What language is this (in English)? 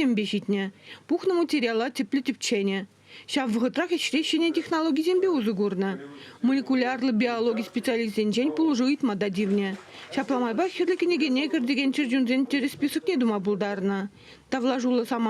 Chuvash